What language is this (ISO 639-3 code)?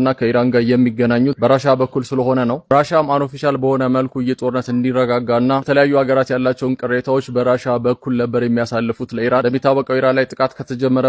amh